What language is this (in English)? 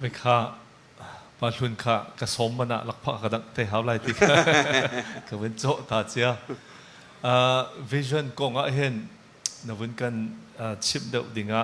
Hakha Chin